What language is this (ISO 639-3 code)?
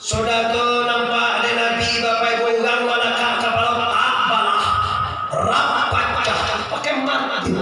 min